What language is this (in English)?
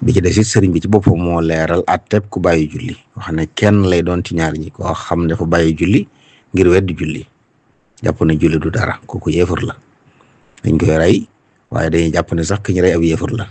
Wolof